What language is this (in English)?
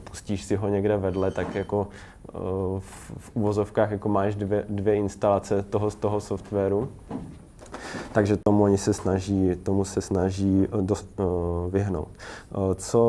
Czech